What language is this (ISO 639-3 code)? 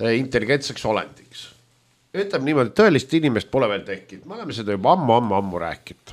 est